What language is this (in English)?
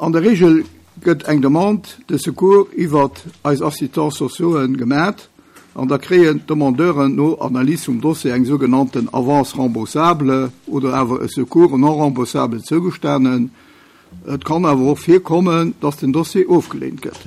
Luxembourgish